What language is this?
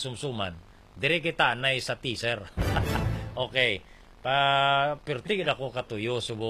Hiligaynon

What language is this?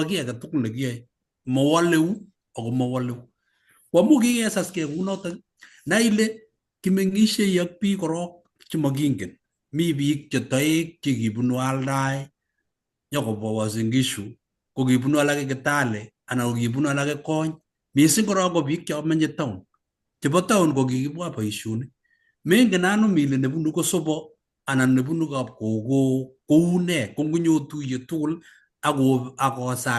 Kalenjin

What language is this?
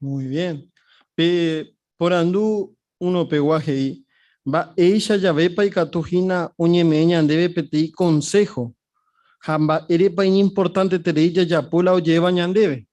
Guarani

